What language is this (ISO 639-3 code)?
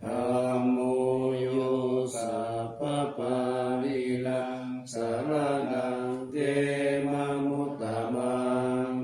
pli